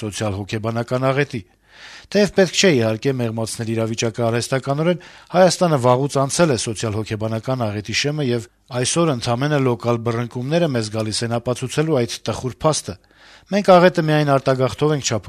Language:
Armenian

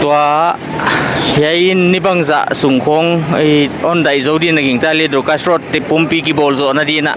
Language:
Paite Chin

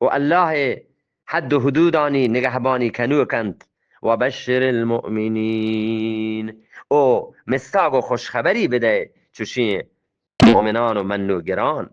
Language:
Eastern Balochi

